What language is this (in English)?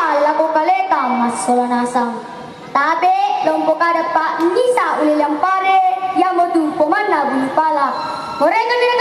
Toraja-Sa'dan